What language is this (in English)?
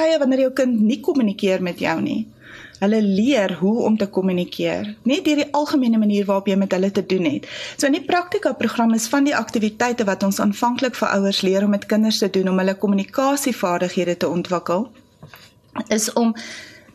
Afrikaans